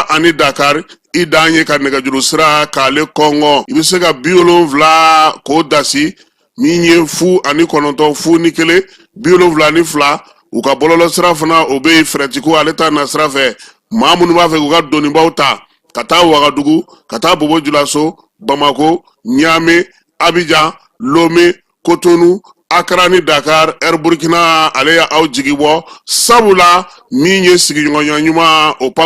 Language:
Bambara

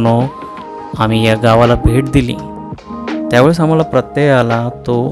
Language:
Marathi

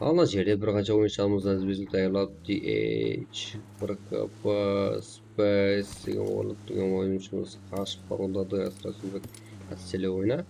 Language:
Kara-Kalpak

